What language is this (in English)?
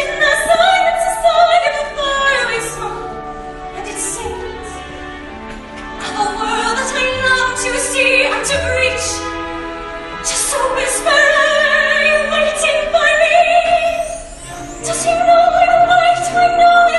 English